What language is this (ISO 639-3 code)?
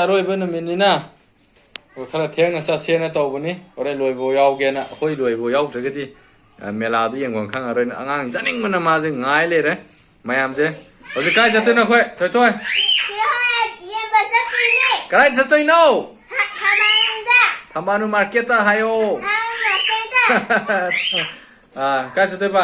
mni